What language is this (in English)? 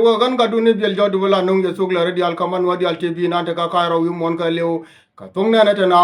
Nuer